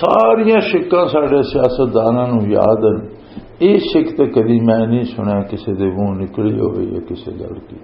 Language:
Western Panjabi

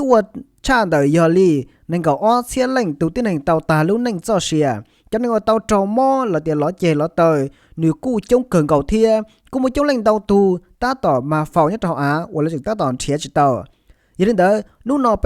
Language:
Hmong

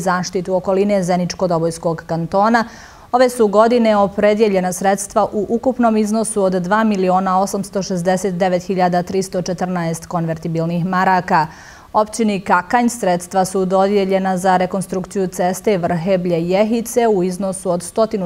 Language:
Bosnian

